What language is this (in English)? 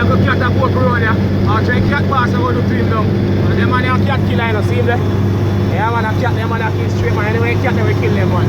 Jamaican Creole English